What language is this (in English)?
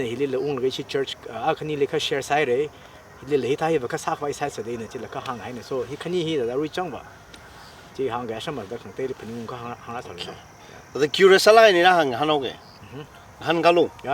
Tangkhul Naga (India)